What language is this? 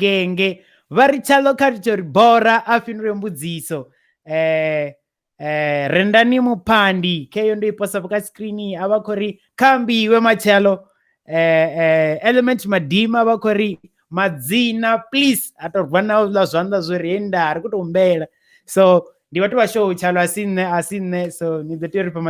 Venda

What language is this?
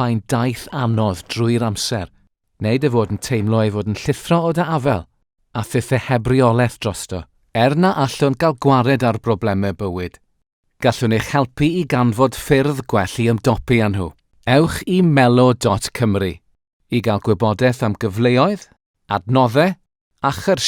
Welsh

